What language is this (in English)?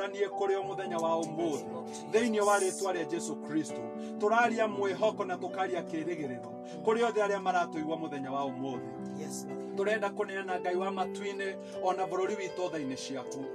Kikuyu